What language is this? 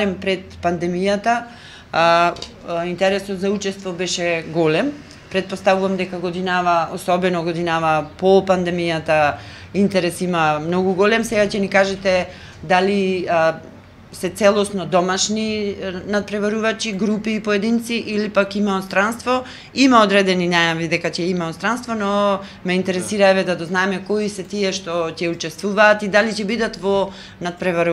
Macedonian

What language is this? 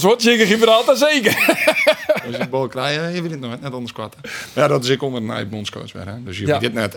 Western Frisian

